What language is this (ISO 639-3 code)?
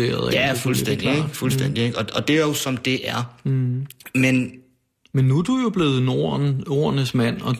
dan